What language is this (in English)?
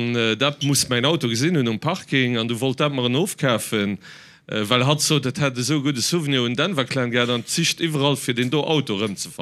Luxembourgish